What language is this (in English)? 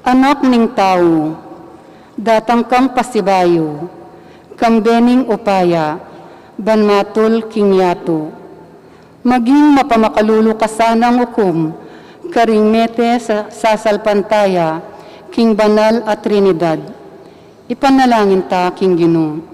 Pampanga